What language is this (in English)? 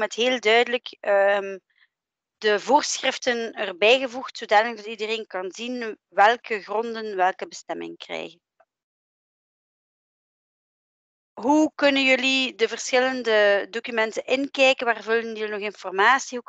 Dutch